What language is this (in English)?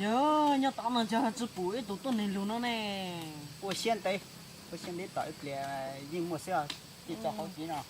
Hmong